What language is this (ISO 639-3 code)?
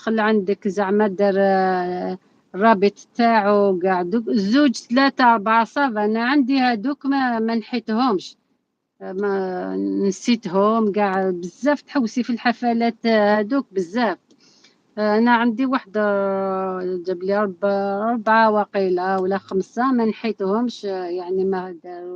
arq